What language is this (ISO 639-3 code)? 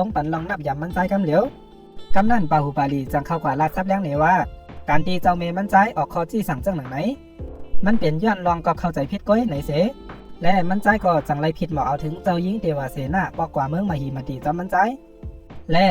shn